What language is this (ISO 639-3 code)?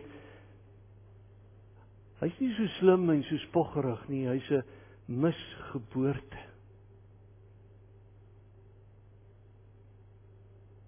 afr